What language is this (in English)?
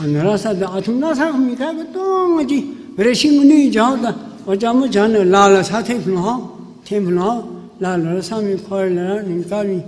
Tangkhul Naga (India)